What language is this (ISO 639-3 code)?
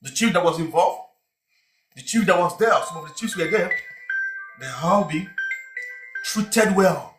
pcm